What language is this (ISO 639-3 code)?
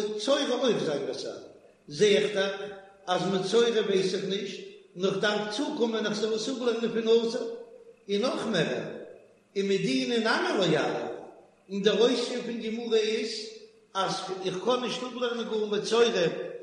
yid